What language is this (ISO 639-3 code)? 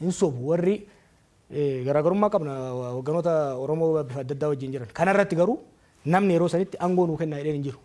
orm